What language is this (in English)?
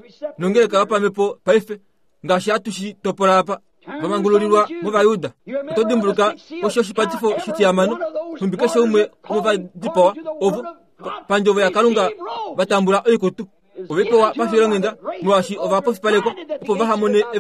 Kuanyama